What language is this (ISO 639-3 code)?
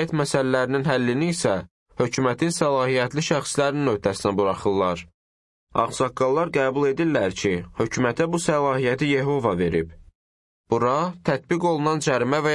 aze